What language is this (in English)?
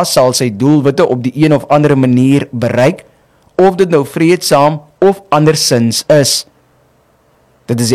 Afrikaans